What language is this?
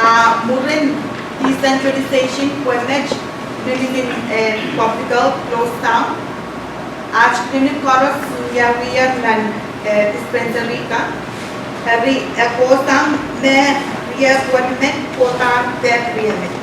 Pohnpeian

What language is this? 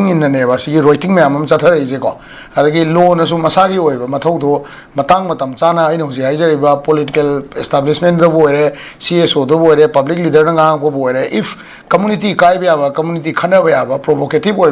Manipuri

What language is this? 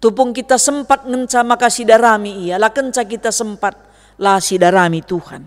Batak Karo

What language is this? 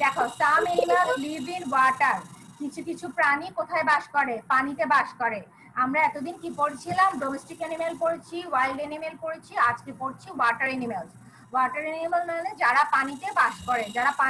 Bangla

